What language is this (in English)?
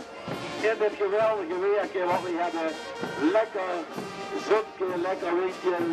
Limburgish